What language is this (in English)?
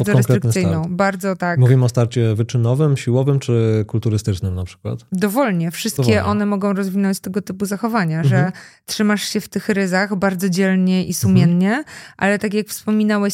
Polish